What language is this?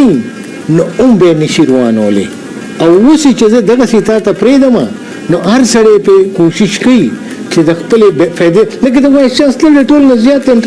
Pashto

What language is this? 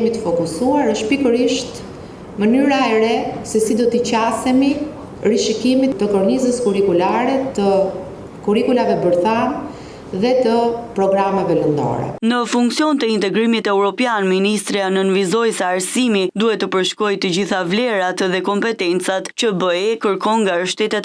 Albanian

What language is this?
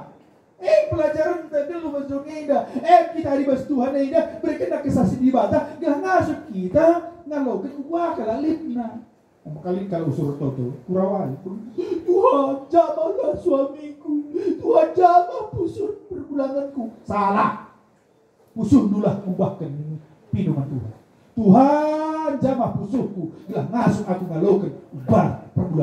Batak Karo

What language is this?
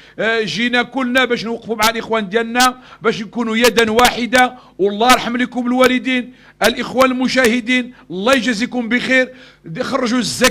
Moroccan Arabic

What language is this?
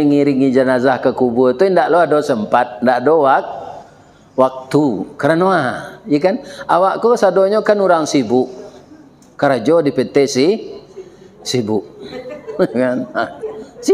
Minangkabau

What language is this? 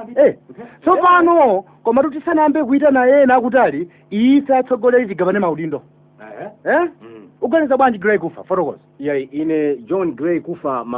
Nyanja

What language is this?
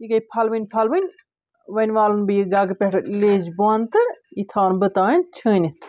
Kashmiri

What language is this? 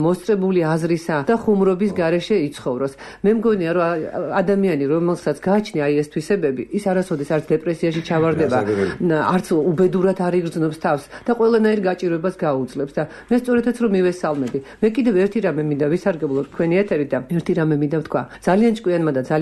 Georgian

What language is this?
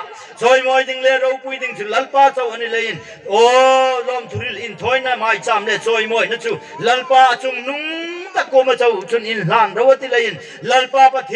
Hmar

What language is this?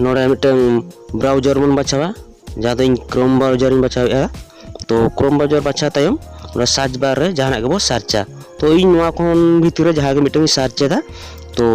Santali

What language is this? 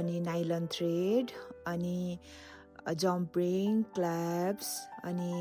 Nepali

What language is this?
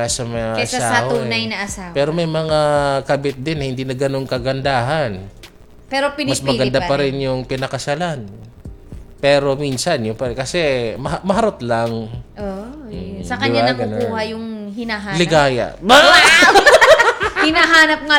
Filipino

